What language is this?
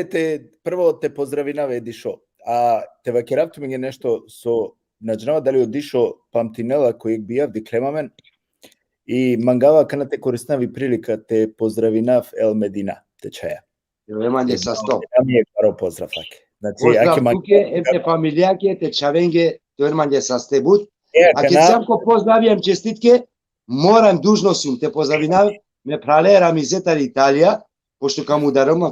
Balkan Romani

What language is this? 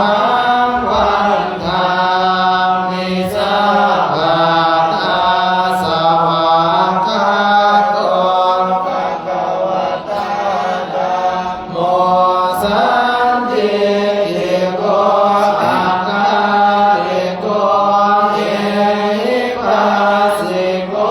Pali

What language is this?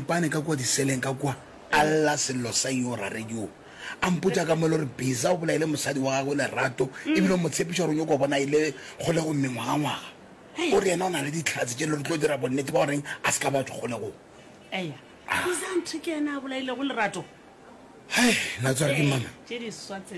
Northern Sotho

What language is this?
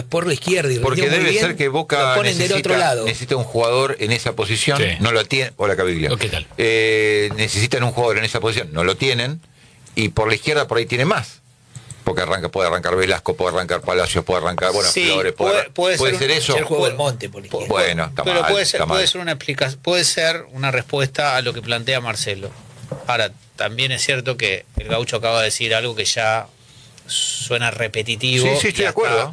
Spanish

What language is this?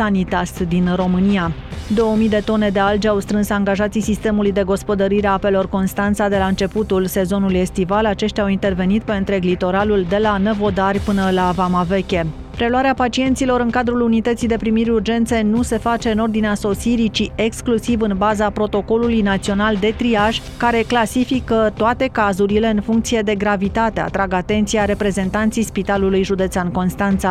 Romanian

